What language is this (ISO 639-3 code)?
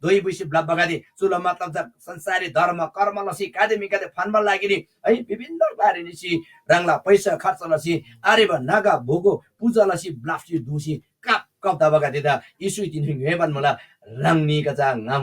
taj